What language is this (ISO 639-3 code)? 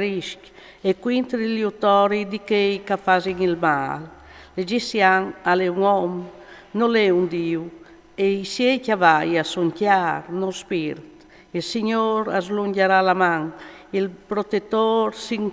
fur